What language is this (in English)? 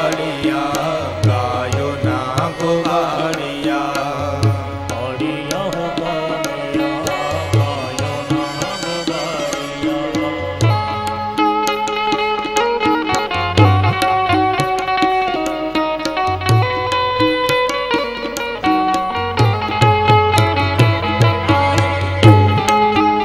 Gujarati